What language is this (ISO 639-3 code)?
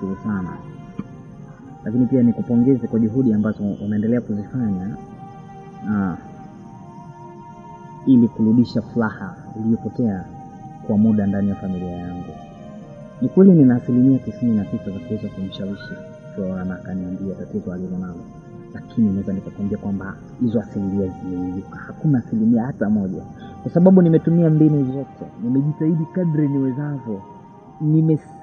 swa